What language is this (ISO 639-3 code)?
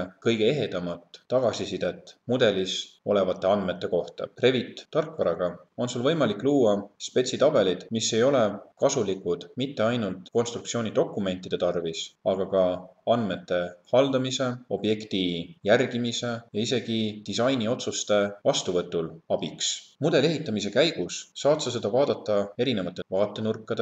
est